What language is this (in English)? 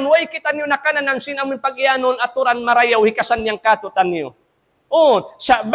Tausug